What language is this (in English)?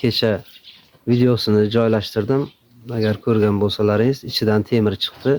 Uzbek